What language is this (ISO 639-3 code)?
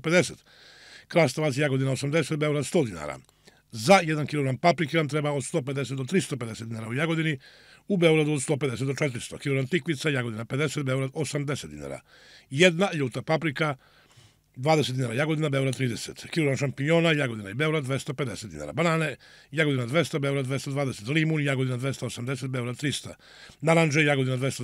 srp